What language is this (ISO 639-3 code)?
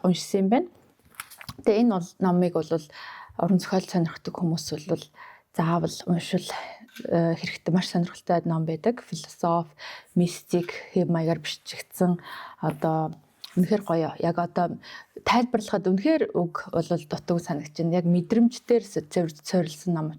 mon